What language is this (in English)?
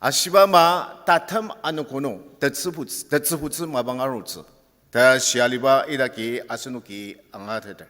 Ao Naga